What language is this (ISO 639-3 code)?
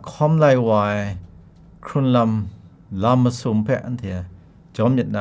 kac